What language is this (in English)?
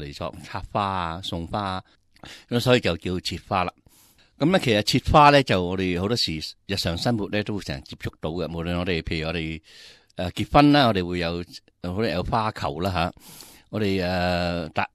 Cantonese